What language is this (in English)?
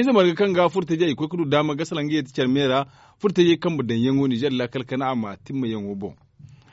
Zarma